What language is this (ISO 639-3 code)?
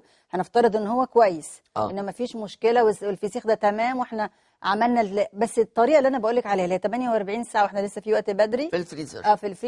arz